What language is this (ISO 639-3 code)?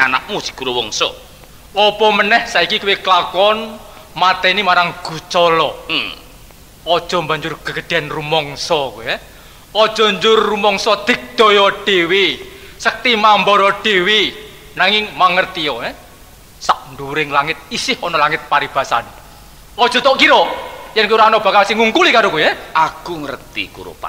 jav